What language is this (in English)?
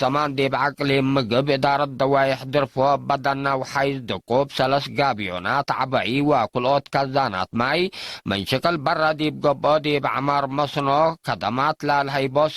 Tigre